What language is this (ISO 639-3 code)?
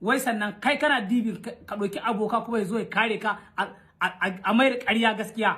hau